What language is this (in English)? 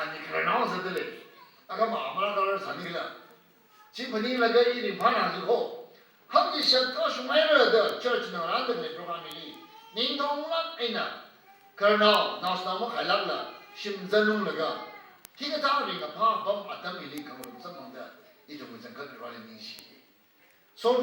Tangkhul Naga (India)